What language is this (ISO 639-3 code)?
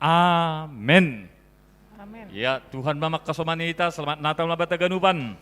bts